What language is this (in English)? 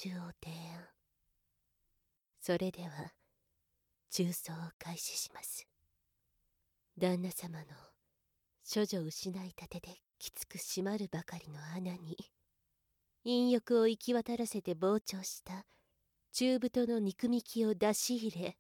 Japanese